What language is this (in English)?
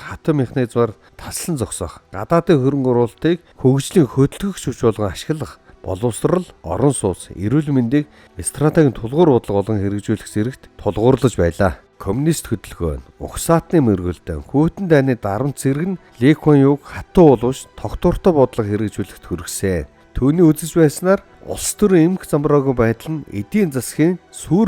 Mongolian